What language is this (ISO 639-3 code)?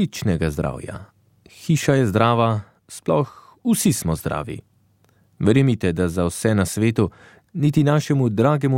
slv